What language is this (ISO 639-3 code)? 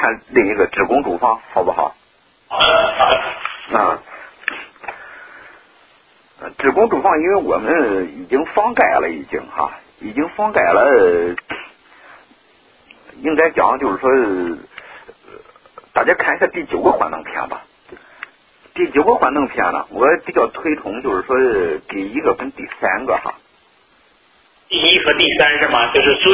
zho